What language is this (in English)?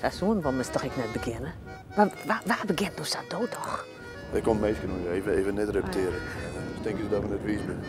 Western Frisian